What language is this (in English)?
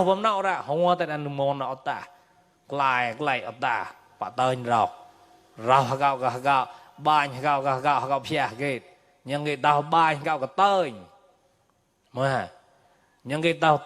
Mon